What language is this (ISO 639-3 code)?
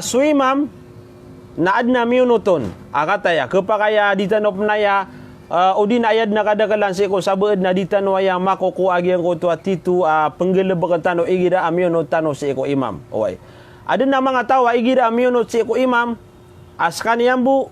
mrw